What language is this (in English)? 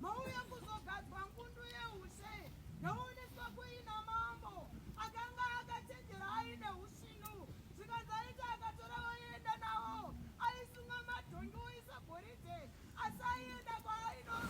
Shona